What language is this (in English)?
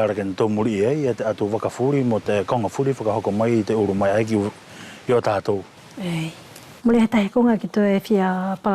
Wallisian